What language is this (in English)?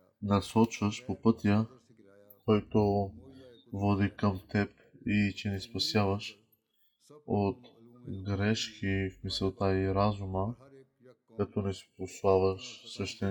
Bulgarian